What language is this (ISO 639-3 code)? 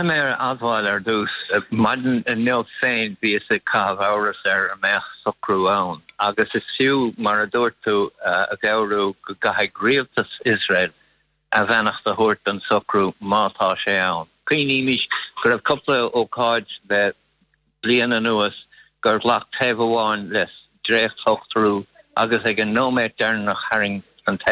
gle